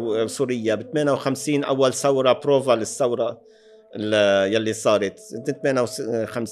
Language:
North Levantine Arabic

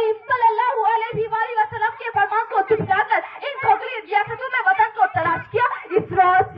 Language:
Urdu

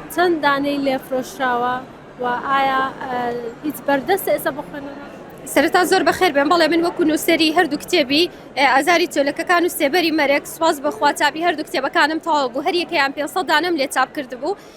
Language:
Central Kurdish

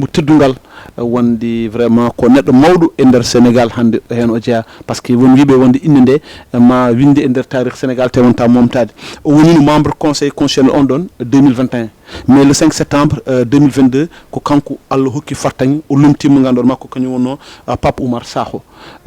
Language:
Fula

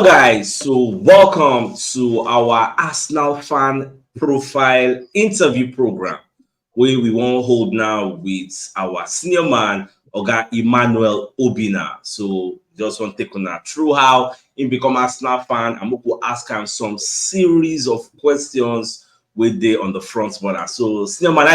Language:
Nigerian Pidgin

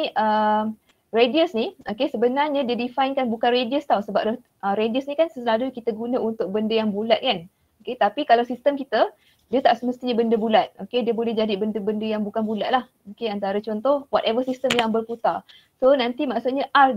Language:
Malay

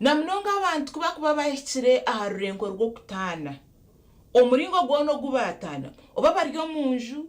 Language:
Nyankole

